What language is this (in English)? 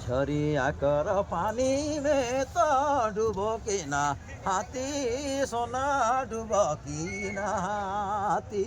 Sadri